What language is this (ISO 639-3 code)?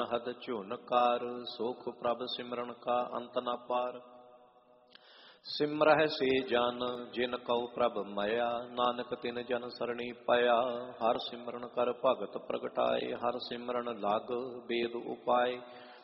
pan